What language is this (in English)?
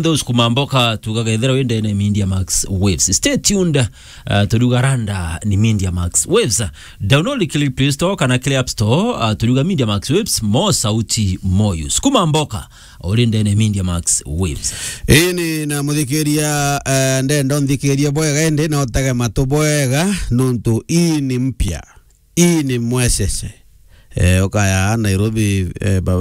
Meru